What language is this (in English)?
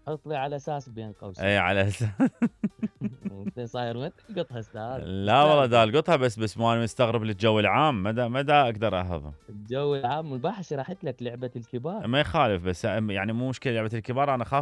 Mesopotamian Arabic